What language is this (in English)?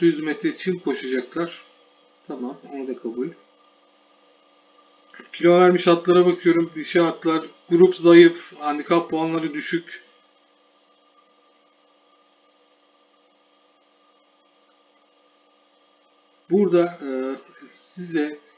Turkish